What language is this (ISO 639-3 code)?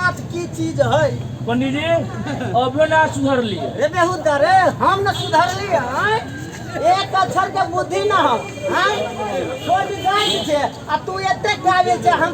mai